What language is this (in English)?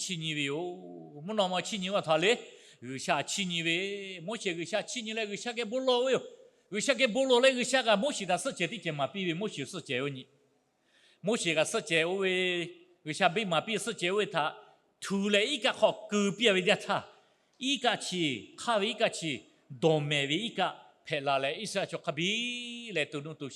Lahu